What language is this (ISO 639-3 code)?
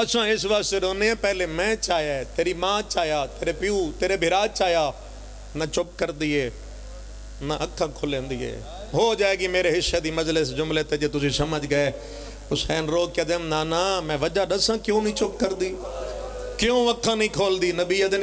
phr